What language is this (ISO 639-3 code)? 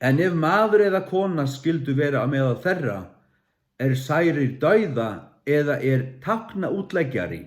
fao